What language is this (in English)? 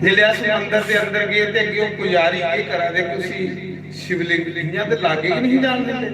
Dogri